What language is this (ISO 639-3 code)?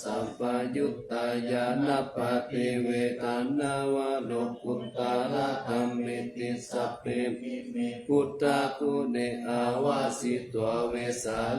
pli